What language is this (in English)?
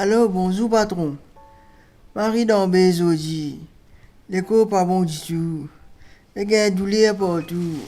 Morisyen